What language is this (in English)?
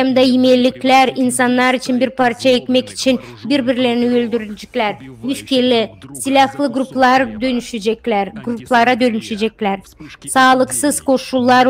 Gagauz